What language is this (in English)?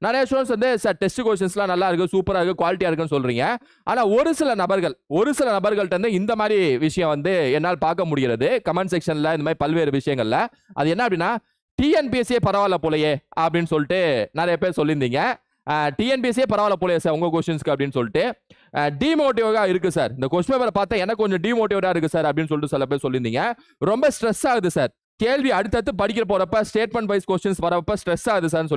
Tamil